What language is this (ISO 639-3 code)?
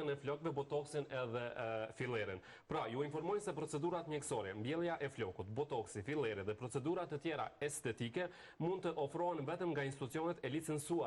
sqi